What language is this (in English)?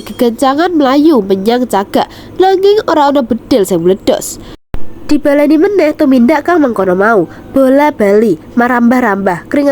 Javanese